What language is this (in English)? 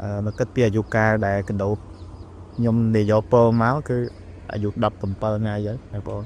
Khmer